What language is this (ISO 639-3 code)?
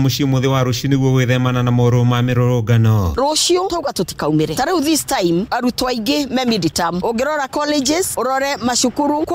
kik